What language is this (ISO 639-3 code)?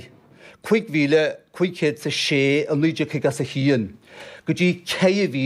gle